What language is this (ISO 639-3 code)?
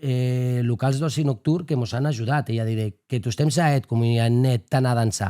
oci